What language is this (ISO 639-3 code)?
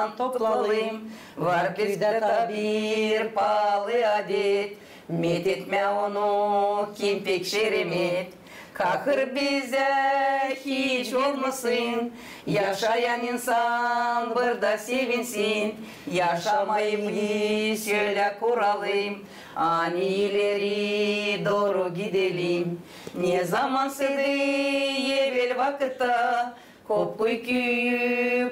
gag